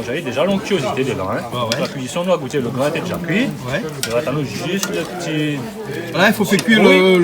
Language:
Réunion Creole French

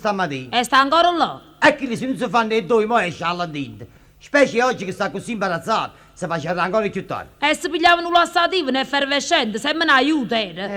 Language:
Neapolitan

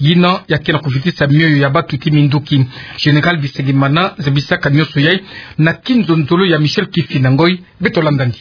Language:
Kituba (Democratic Republic of Congo)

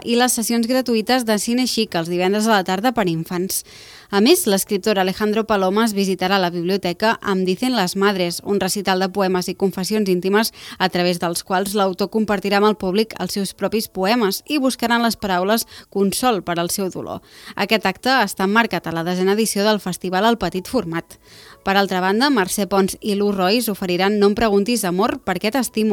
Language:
Catalan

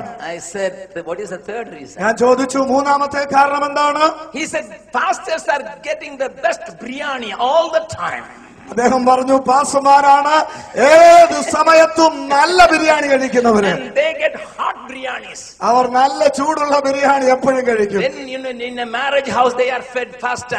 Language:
Malayalam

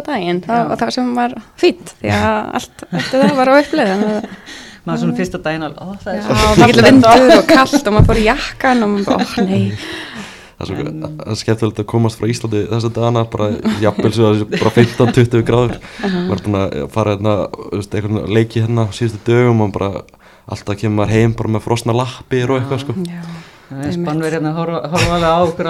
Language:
Icelandic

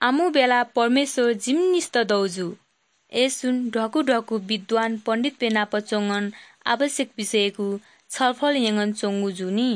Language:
Newari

